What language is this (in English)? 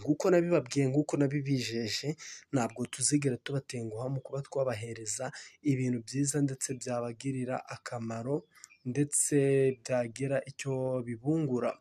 Kinyarwanda